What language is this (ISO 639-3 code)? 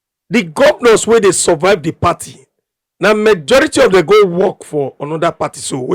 pcm